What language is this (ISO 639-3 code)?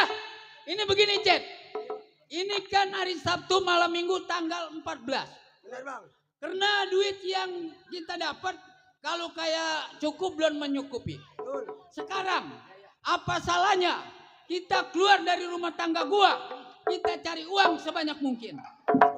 bew